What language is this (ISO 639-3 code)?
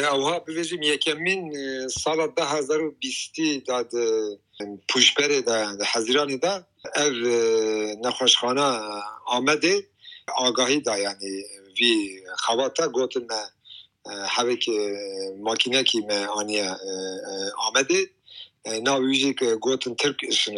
kur